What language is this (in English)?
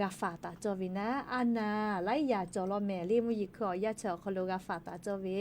Lahu